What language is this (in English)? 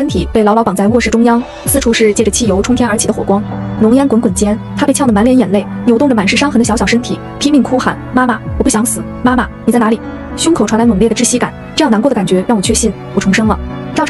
Chinese